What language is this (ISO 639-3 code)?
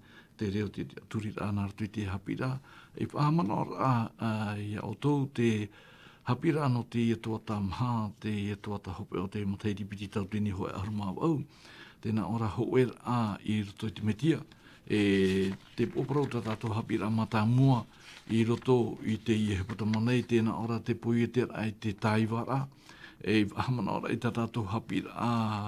tah